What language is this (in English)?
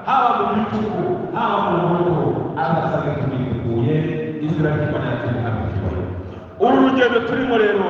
Kinyarwanda